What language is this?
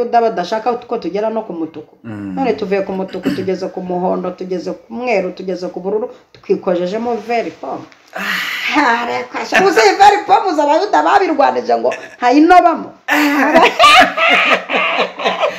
Kinyarwanda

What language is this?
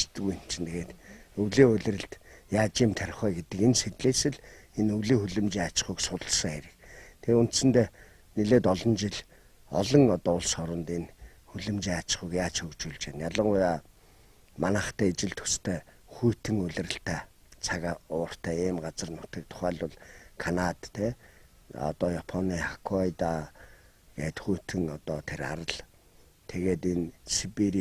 Mongolian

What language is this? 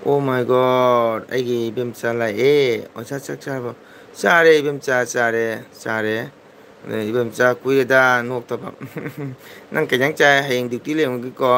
Manipuri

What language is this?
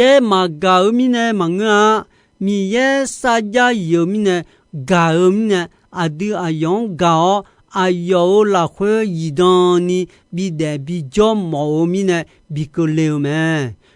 Akha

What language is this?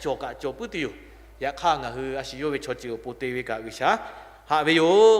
Lahu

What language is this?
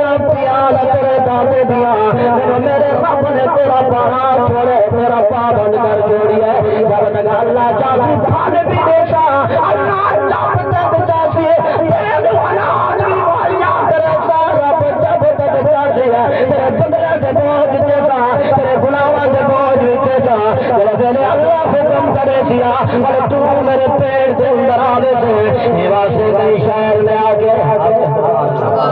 Saraiki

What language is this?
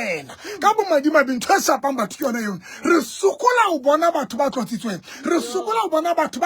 Southern Sotho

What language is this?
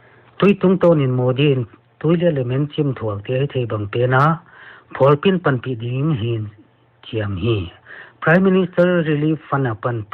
Paite Chin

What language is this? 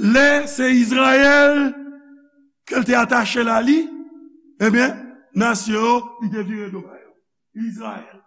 Haitian Creole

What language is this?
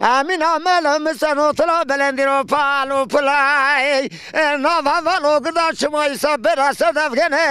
Zaza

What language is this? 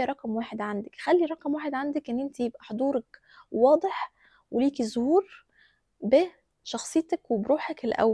Egyptian Arabic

